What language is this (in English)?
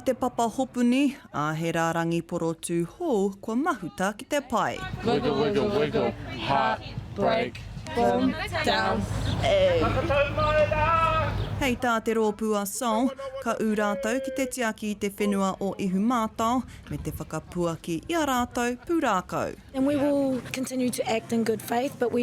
Māori